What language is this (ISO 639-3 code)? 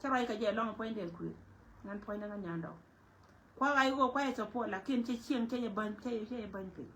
nus